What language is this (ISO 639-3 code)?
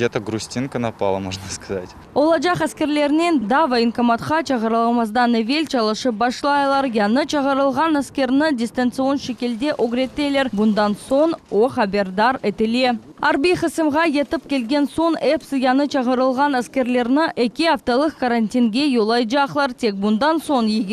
crh